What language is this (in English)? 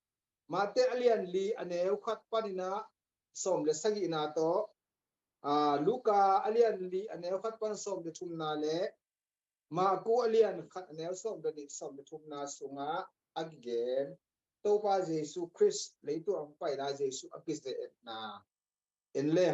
Tedim Chin